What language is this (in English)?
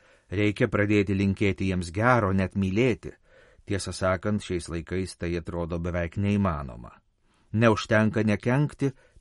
Lithuanian